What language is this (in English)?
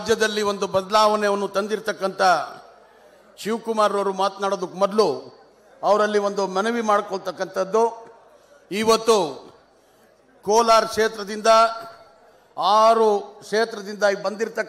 Kannada